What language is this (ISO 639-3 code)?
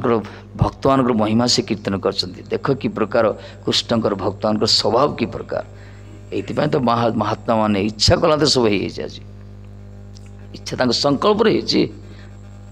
ori